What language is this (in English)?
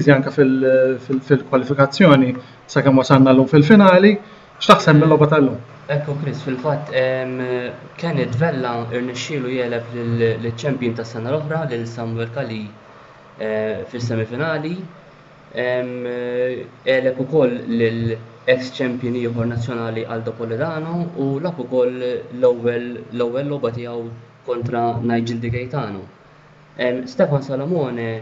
Maltese